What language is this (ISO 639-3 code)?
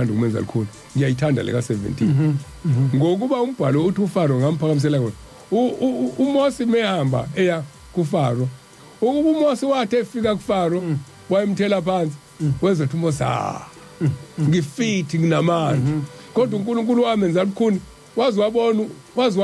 zul